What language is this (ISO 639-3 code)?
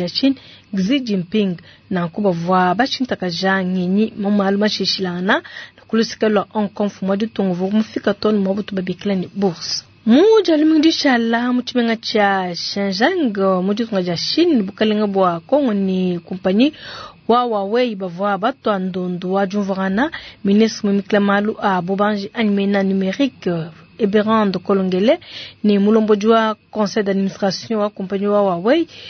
lua